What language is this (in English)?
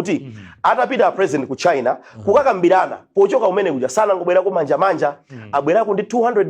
Nyanja